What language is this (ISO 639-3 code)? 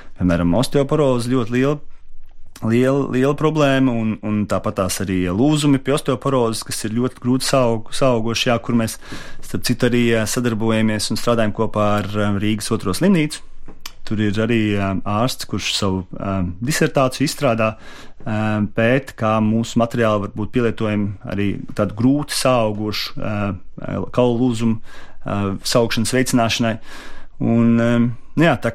lav